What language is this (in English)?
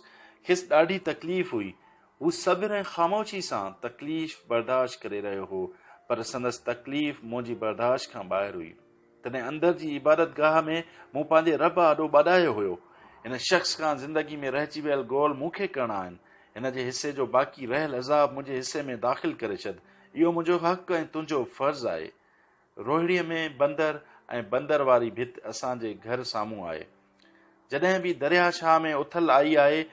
Sindhi